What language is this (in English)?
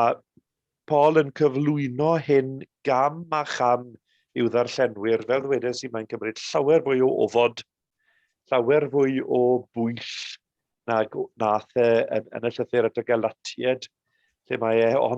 Welsh